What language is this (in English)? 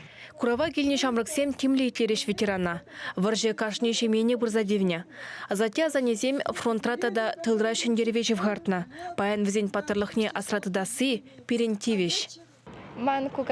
Chuvash